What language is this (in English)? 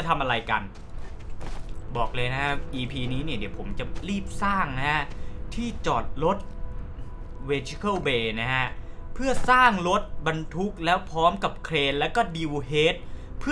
Thai